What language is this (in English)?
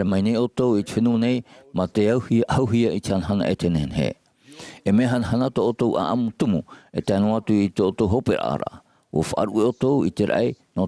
Tahitian